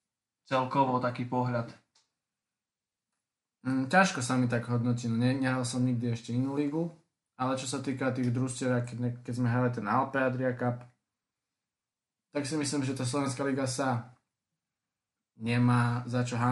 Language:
Slovak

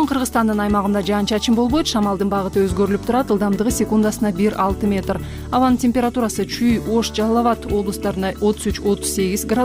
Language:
Kyrgyz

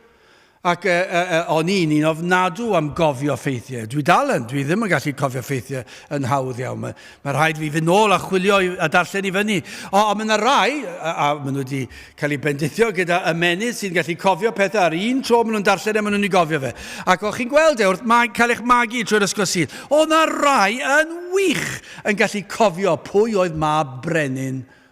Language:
Welsh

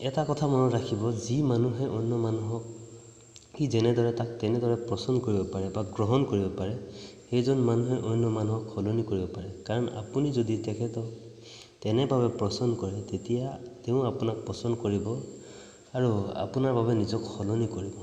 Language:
Assamese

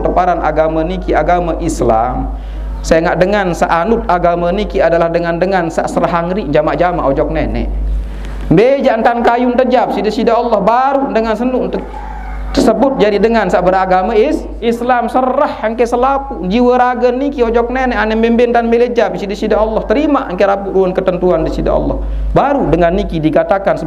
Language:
Sasak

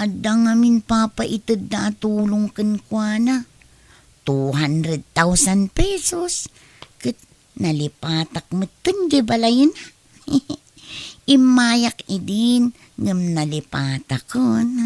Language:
Iloko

